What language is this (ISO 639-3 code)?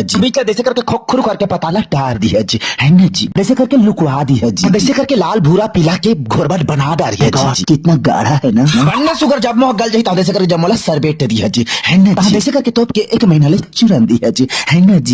hne